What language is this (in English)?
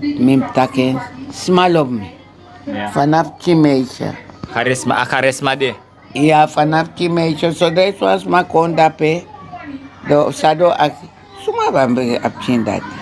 Sranan Tongo